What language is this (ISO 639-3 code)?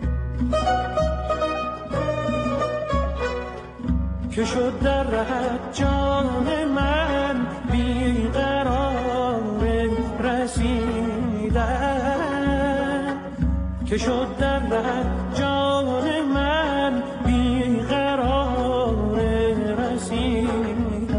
fas